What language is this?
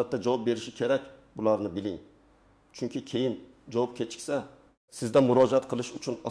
Uzbek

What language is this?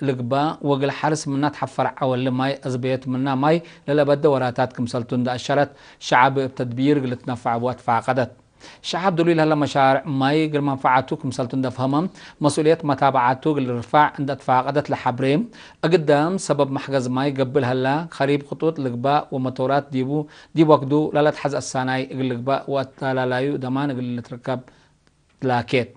Tigre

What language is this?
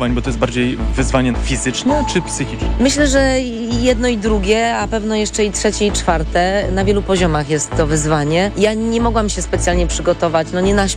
Polish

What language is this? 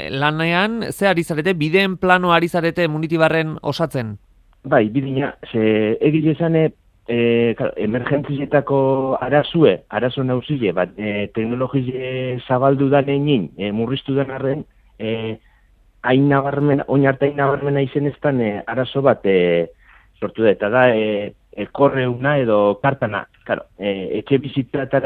Basque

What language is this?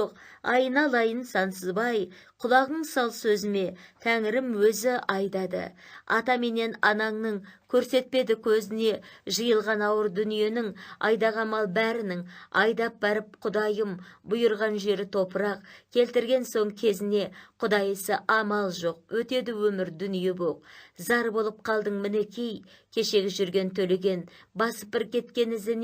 Kazakh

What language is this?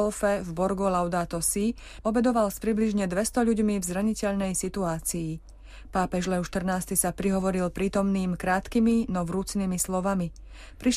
Slovak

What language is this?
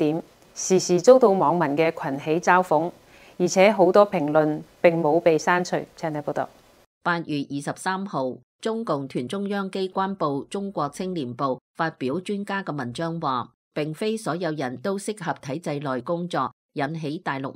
Cantonese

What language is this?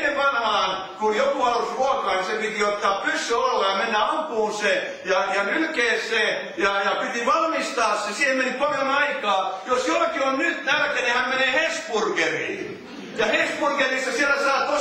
Finnish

